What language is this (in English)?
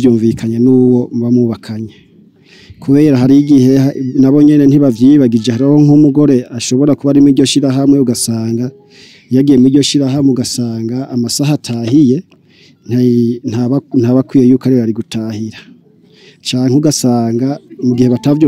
Rundi